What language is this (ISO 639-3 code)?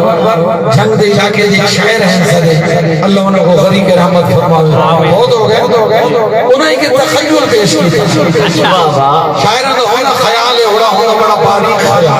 skr